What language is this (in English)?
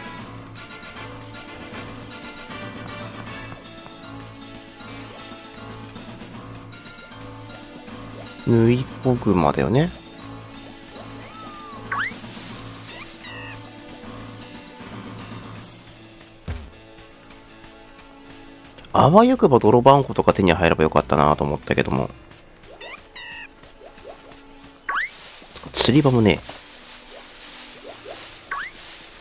Japanese